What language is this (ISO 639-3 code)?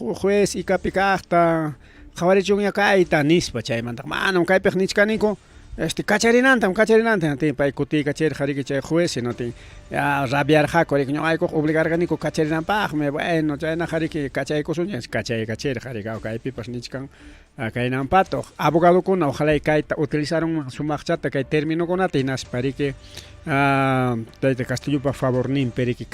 quy